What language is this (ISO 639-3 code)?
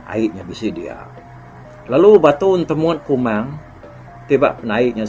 iba